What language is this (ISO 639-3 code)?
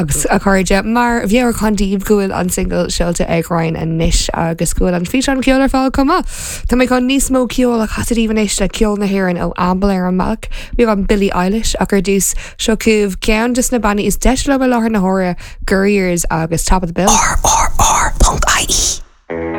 gle